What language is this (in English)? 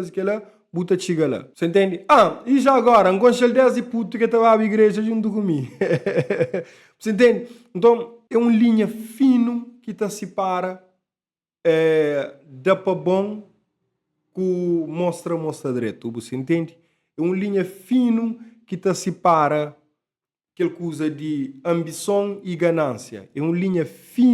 Kabuverdianu